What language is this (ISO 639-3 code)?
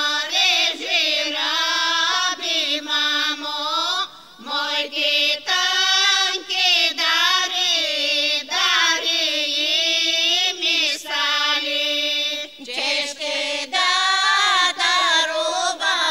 bul